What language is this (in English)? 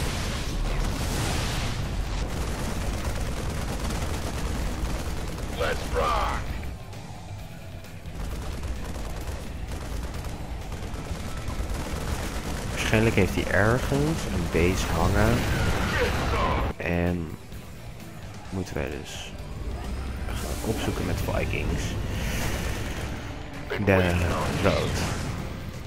Dutch